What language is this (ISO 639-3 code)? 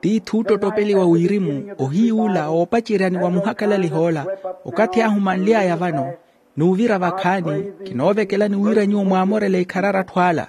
vmw